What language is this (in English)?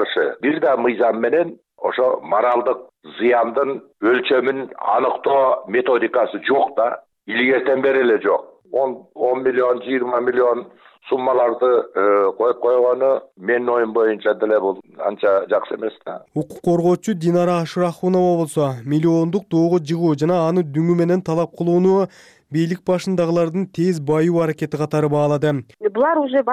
Kyrgyz